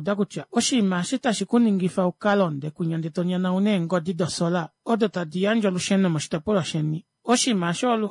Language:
Kuanyama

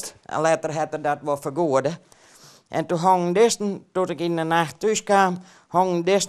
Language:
Western Frisian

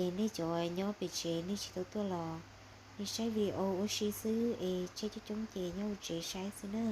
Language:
Hmong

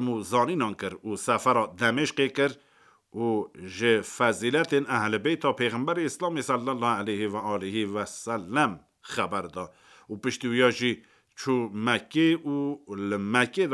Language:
Kurdish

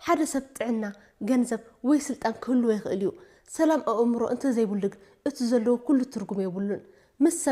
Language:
Tigrinya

